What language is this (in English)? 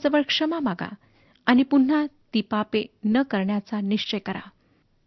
Marathi